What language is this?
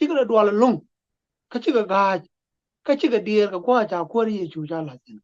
Nuer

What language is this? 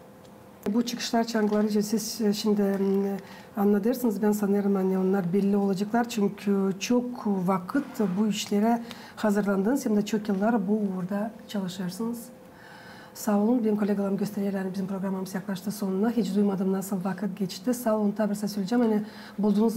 Gagauz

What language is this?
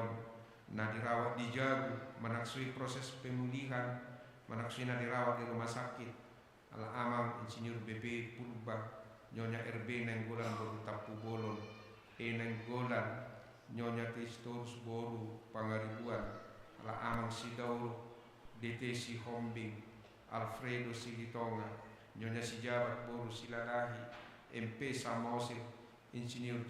Batak Toba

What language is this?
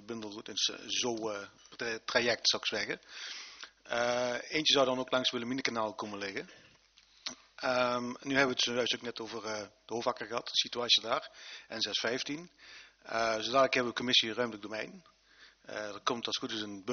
Dutch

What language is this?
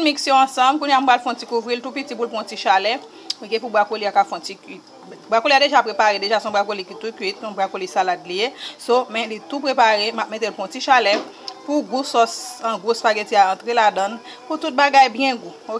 Haitian Creole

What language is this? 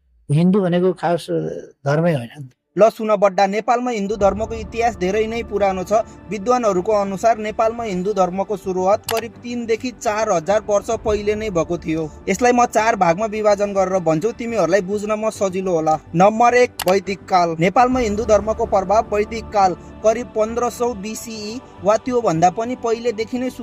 Nepali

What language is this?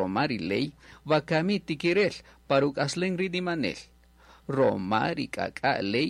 Kaqchikel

